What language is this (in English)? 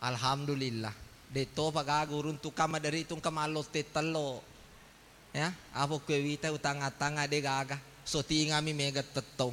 Buginese